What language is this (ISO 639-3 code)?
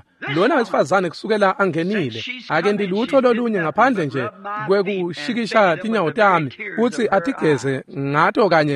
ssw